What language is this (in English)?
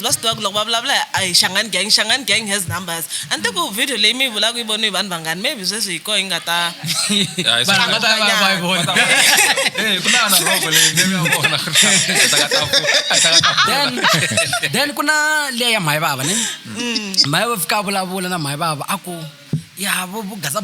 Tsonga